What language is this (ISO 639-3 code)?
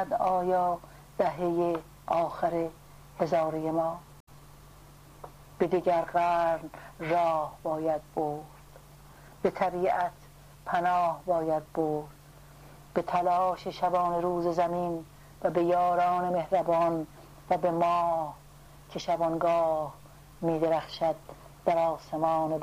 fas